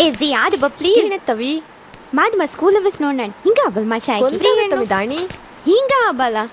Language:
Divehi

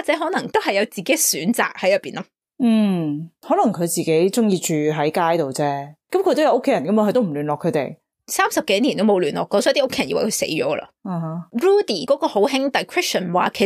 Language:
Cantonese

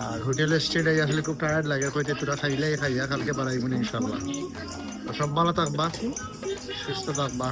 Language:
Sylheti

